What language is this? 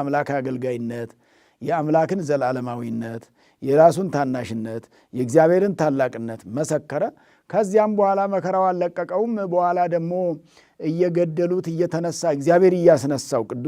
Amharic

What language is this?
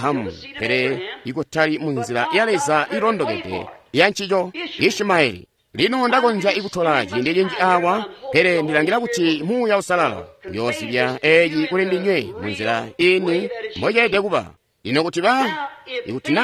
Tonga (Zambia)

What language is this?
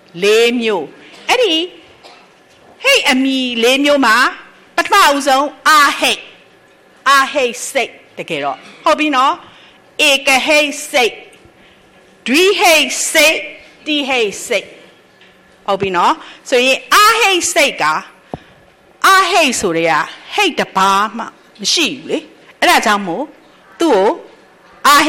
Burmese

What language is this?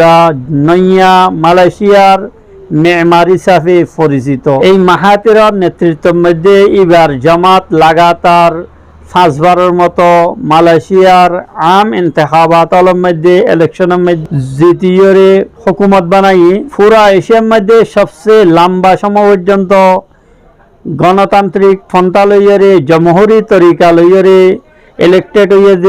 Rohingya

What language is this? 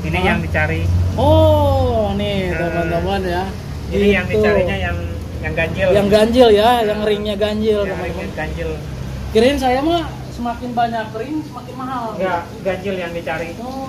Indonesian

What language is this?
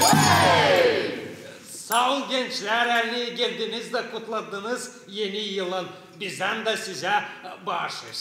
Gagauz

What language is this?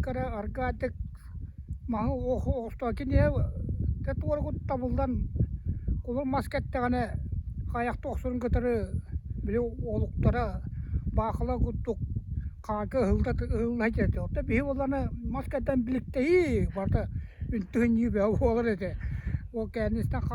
Yakut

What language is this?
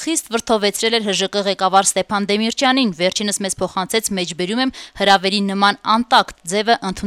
Armenian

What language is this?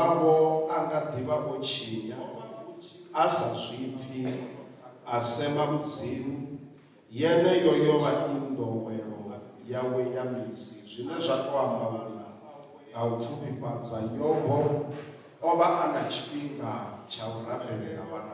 Venda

